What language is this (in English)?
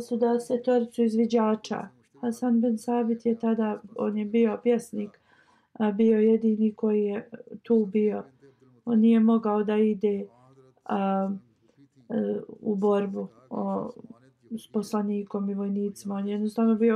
Bosnian